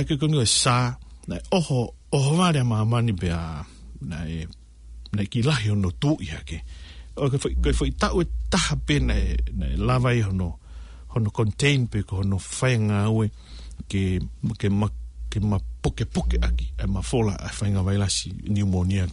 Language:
Tongan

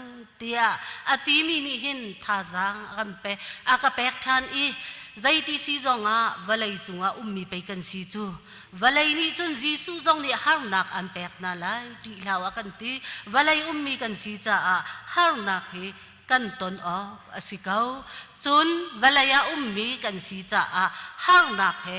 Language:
Hakha Chin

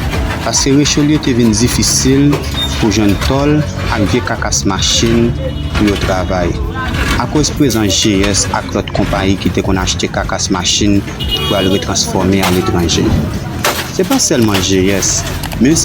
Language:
Haitian Creole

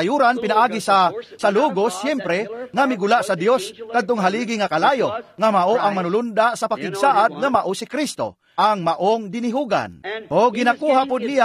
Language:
Cebuano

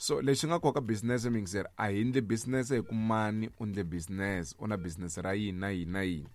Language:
Tsonga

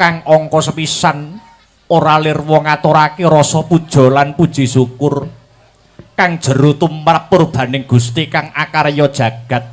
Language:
Javanese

